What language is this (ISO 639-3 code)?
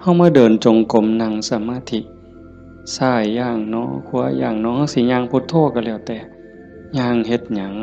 tts